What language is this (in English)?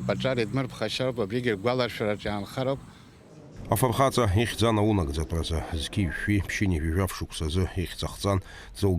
Abkhazian